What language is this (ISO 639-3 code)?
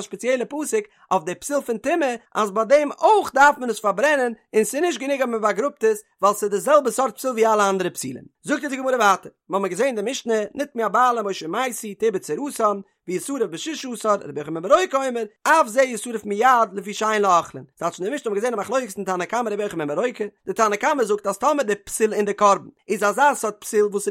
yid